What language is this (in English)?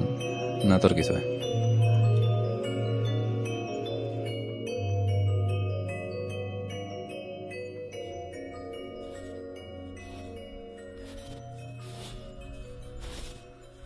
Basque